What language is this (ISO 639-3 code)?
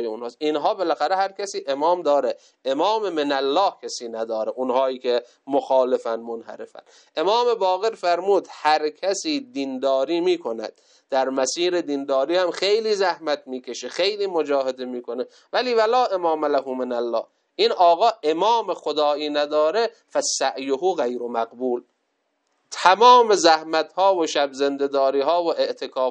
fas